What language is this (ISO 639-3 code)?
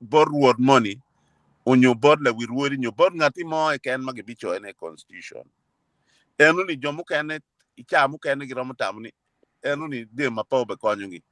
ach